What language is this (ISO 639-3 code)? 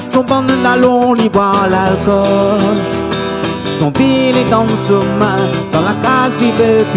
rcf